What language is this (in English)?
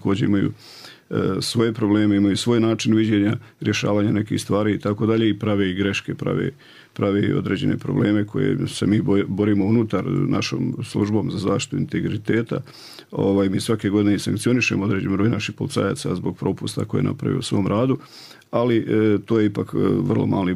Serbian